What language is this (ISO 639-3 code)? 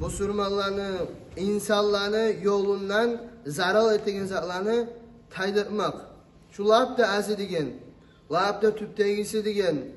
kum